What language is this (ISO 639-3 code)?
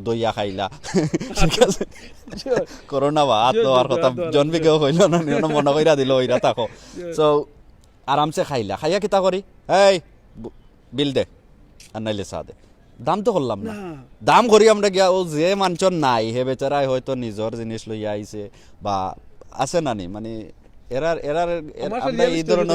syl